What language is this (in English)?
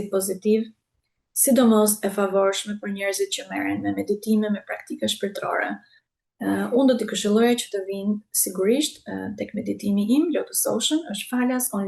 Albanian